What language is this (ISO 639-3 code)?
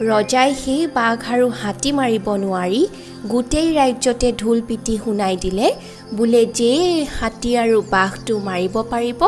asm